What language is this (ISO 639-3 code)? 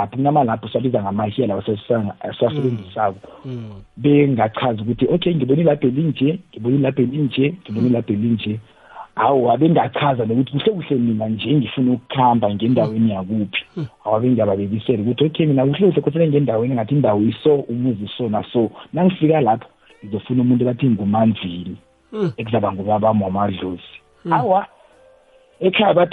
nbl